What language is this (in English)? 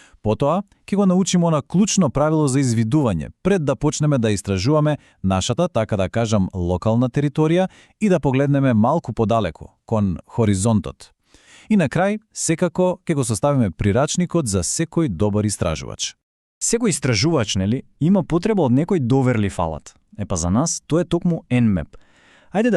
Macedonian